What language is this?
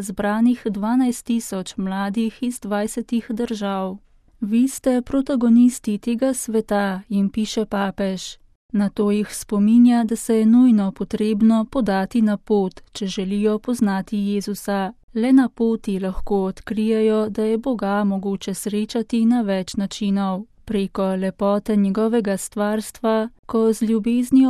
Slovenian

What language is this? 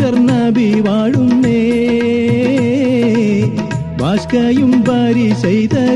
Malayalam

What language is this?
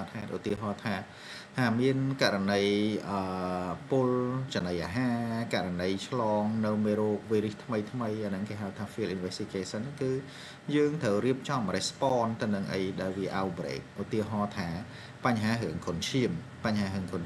Khmer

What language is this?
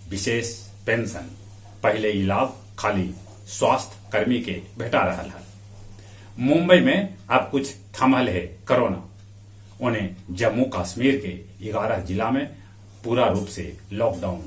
Magahi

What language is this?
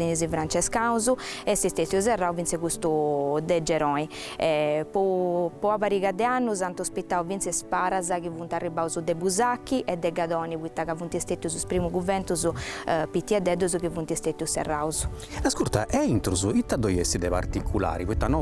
Sardinian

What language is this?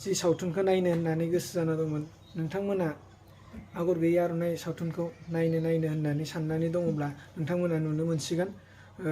Bodo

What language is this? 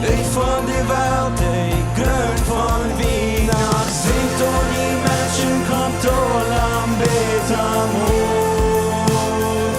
Plautdietsch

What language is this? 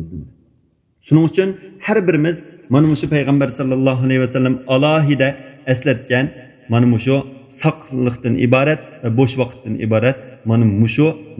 Uyghur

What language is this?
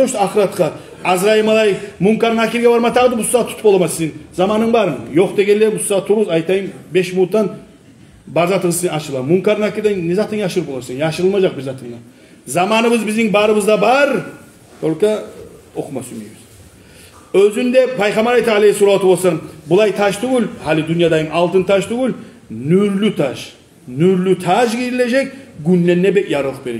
Kumyk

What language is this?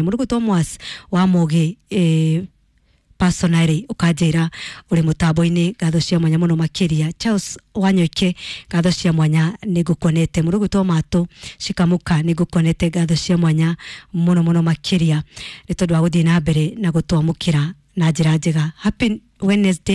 Kikuyu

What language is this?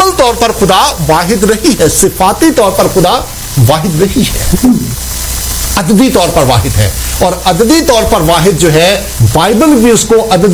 Urdu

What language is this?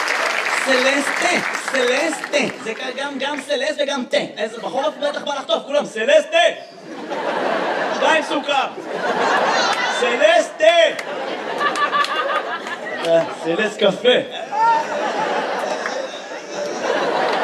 Hebrew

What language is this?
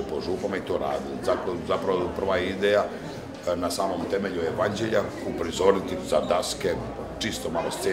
Croatian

